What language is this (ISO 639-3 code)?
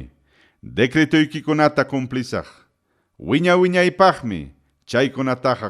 quy